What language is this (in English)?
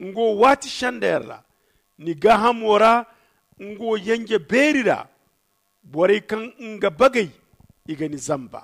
Zarma